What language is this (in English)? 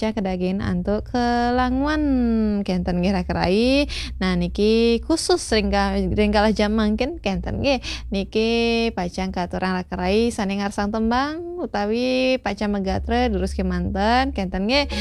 Balinese